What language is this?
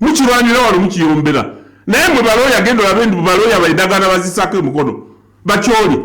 Ganda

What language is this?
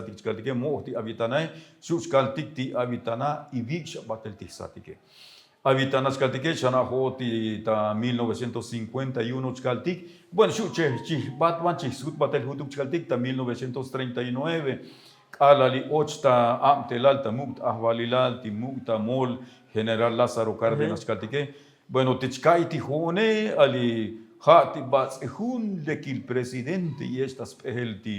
Tzotzil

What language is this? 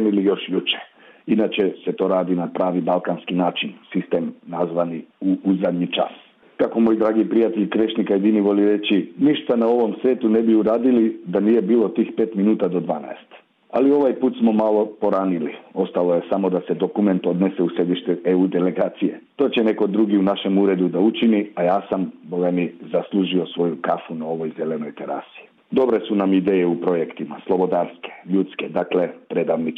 Serbian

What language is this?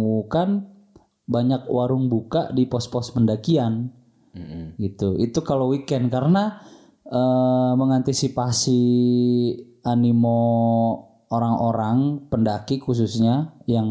Indonesian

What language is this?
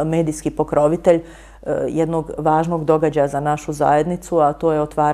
Bosnian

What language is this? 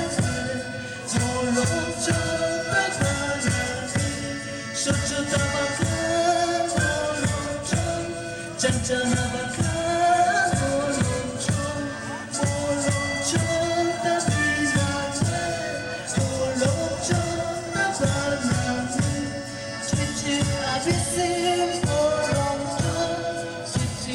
Tzotzil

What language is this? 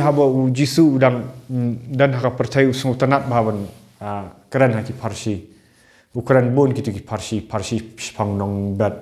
Khasi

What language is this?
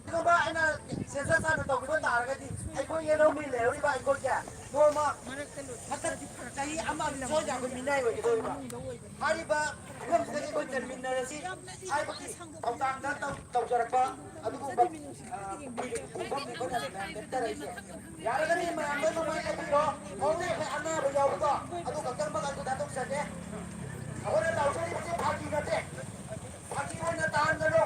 Manipuri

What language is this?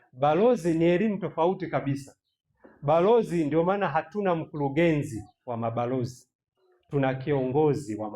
Swahili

